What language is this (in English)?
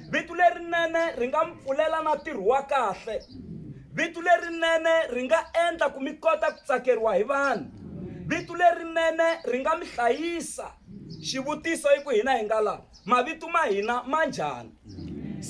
Tsonga